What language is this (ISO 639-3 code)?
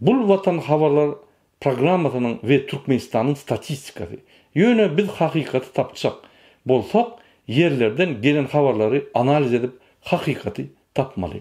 tuk